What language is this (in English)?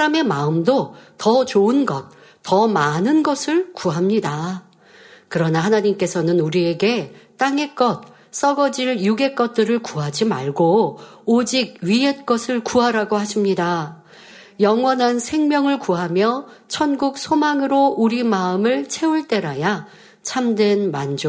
Korean